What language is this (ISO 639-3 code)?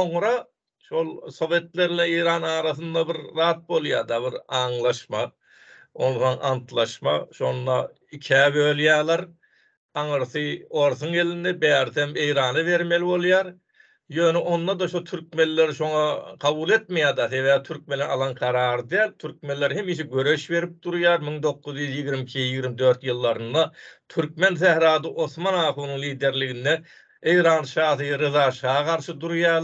tuk